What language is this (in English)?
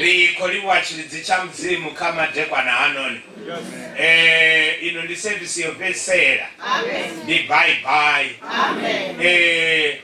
Venda